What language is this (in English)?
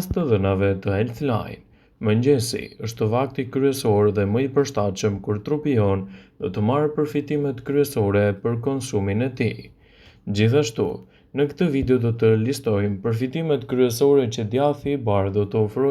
Albanian